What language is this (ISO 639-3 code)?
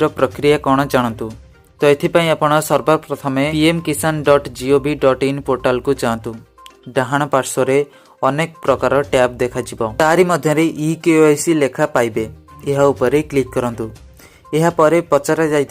ori